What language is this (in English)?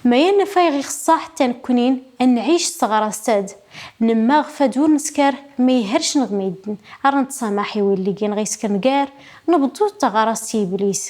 Kabyle